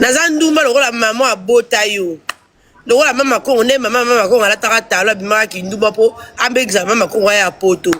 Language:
Lingala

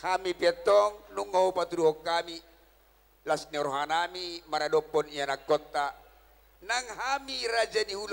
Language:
Batak Toba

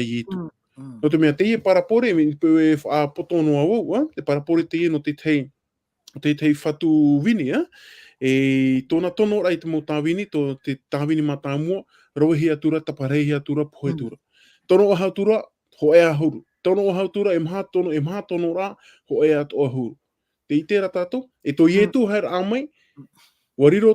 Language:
Tahitian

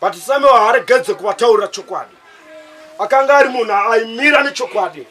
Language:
Shona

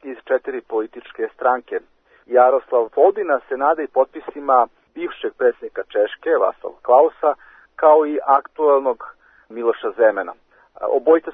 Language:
Serbian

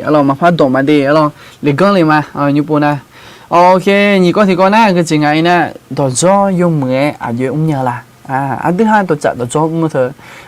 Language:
Akha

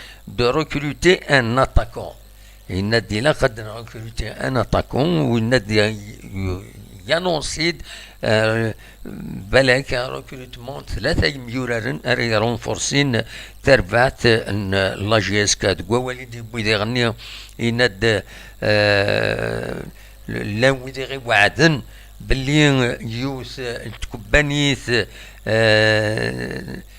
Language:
Kabyle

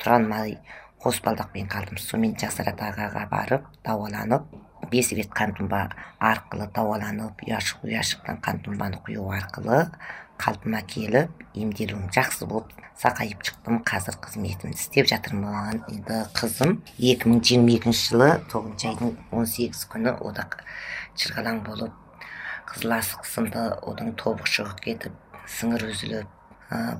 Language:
Kazakh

